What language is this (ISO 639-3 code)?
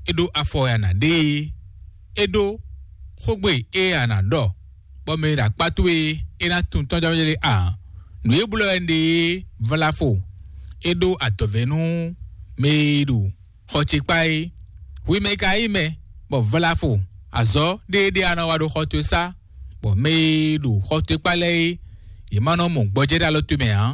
fon